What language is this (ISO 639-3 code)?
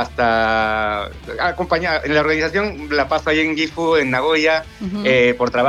spa